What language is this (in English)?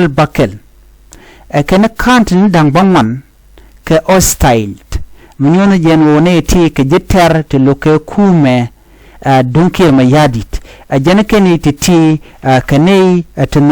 Nuer